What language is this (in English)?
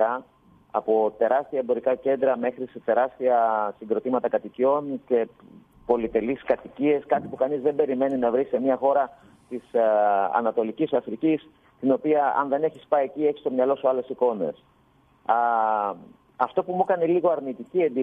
Greek